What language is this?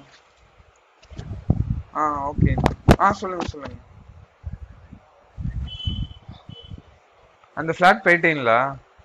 Tamil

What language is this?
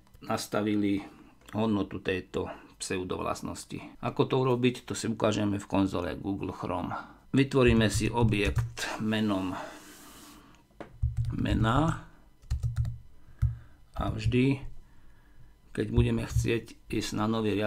Slovak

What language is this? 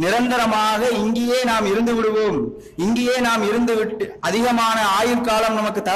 Tamil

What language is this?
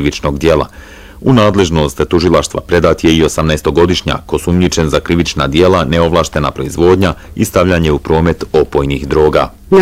Bosnian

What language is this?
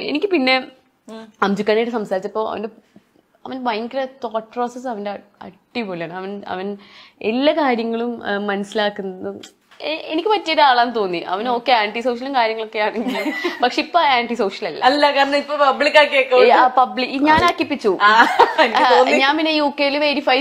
Malayalam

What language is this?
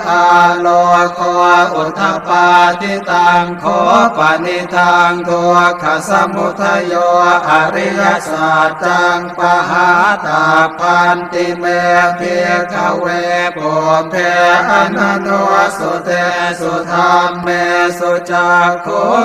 Pali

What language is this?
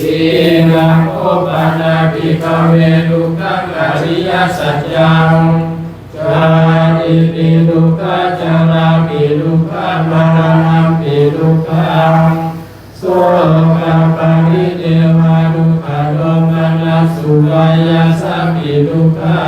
Pali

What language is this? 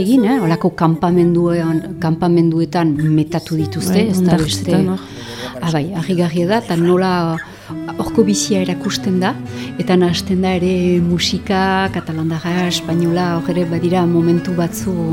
Basque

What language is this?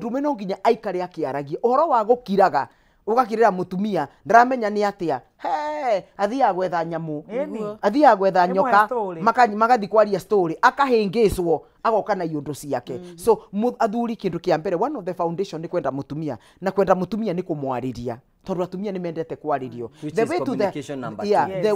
Kikuyu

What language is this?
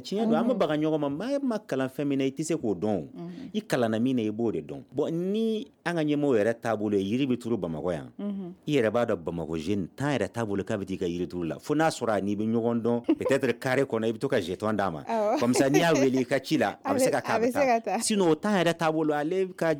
Bambara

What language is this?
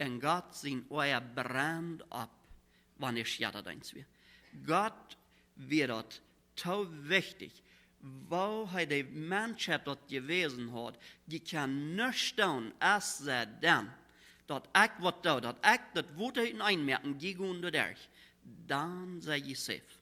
Plautdietsch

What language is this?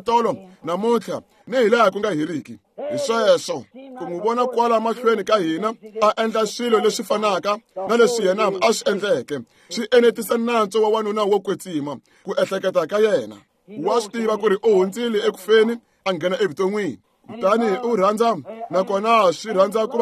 Tsonga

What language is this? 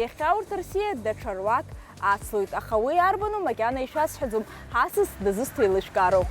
Abkhazian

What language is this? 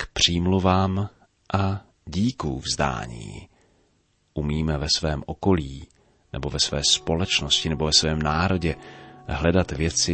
Czech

